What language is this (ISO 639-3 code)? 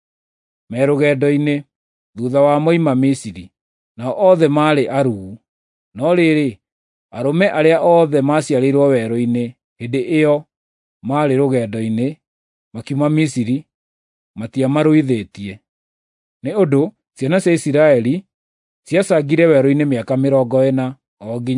kik